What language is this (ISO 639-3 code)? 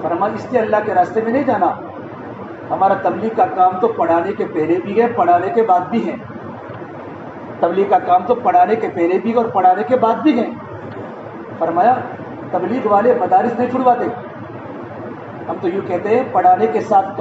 urd